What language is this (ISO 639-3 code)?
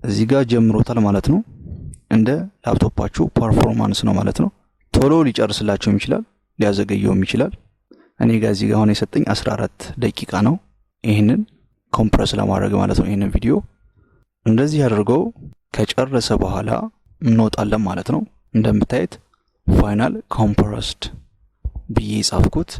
amh